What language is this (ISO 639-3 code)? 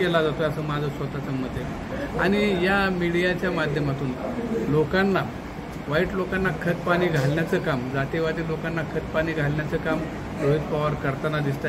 mar